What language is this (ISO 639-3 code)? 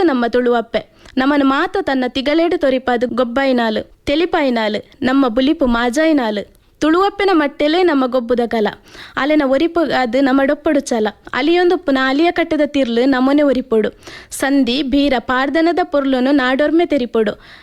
tcy